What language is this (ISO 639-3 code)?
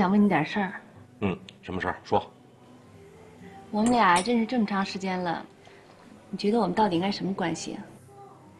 zho